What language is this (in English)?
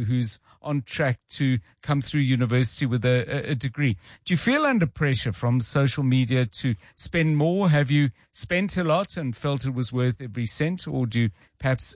English